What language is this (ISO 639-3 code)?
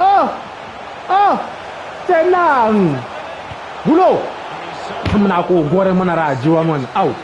tsn